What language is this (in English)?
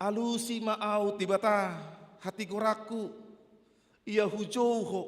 Batak Toba